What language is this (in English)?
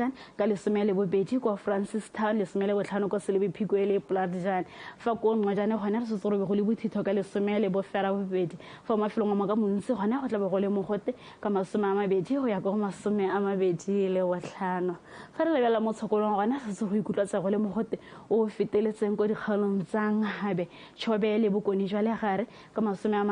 Tswana